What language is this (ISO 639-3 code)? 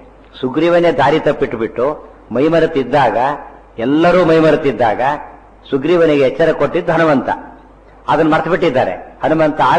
kan